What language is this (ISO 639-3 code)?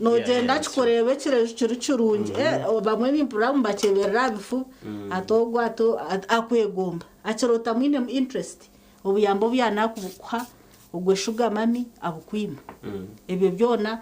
nyn